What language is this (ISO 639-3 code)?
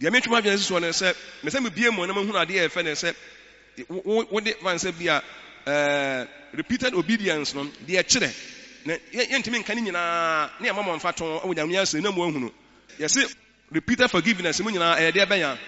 aka